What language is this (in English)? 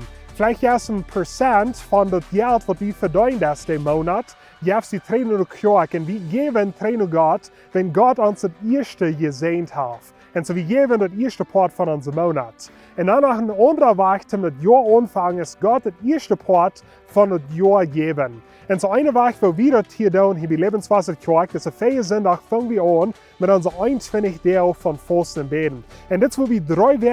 Plautdietsch